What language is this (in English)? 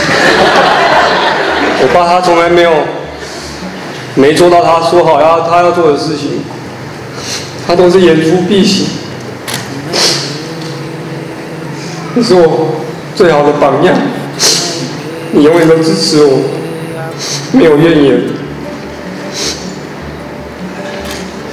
Chinese